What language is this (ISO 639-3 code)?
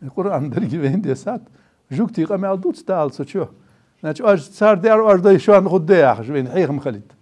inh